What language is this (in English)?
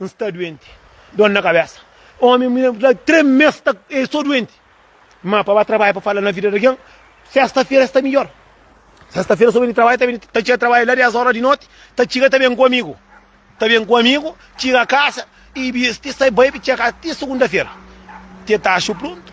Kabuverdianu